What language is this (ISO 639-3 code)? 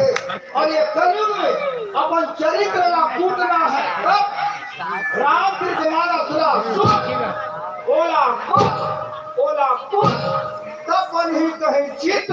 hne